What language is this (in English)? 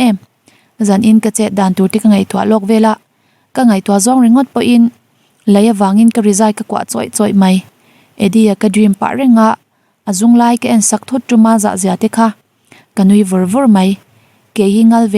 Mizo